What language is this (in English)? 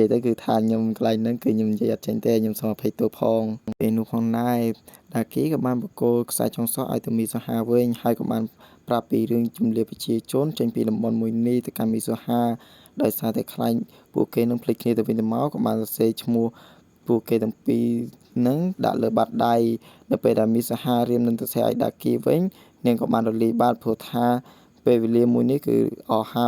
Khmer